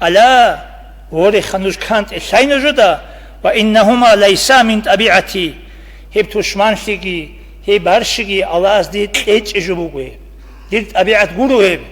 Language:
Avaric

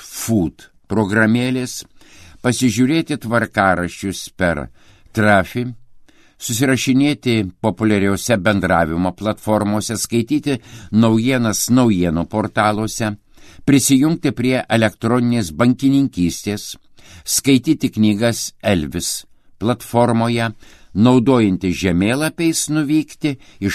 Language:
Lithuanian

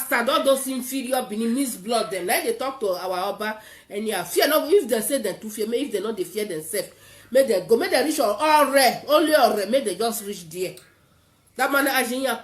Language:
Nigerian Pidgin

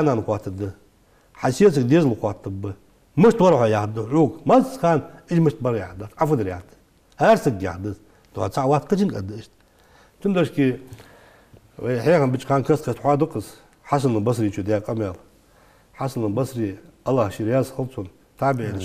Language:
Ingush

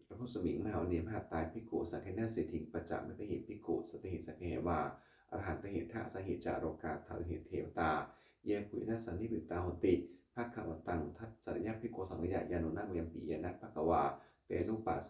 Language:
Pali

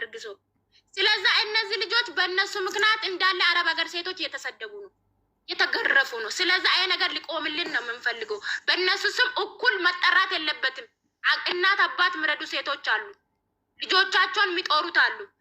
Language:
Amharic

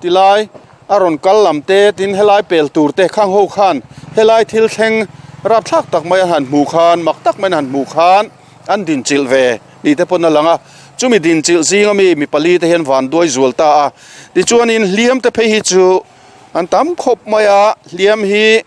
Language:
Mizo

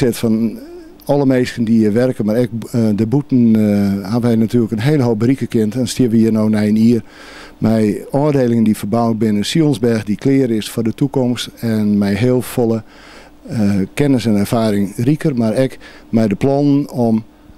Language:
Western Frisian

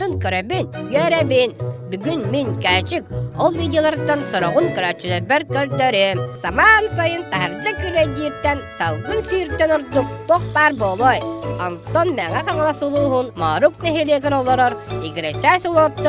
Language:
Yakut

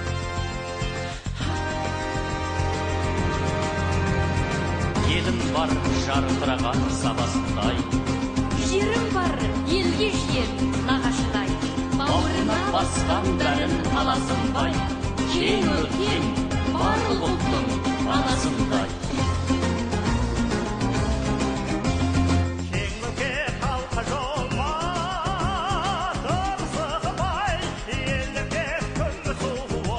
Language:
Kazakh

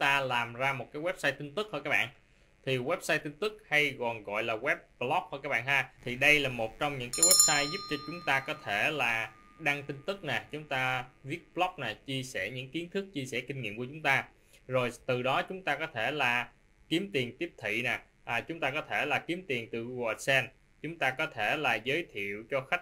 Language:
Vietnamese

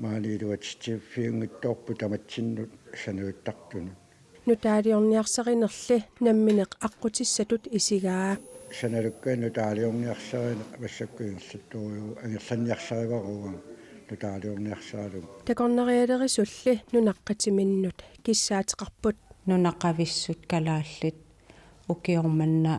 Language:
Kalaallisut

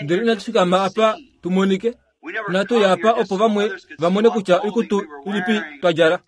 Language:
Kuanyama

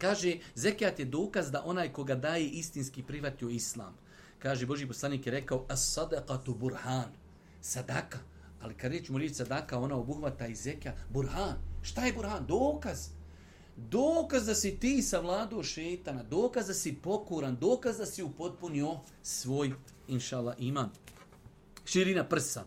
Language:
Bosnian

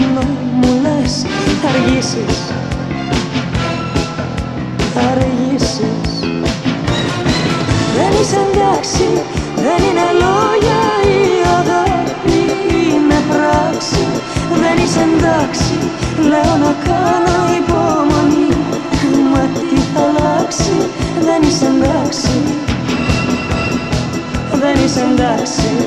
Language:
Greek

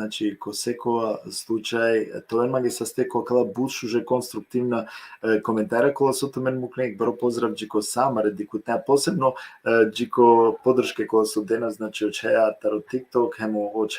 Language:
Balkan Romani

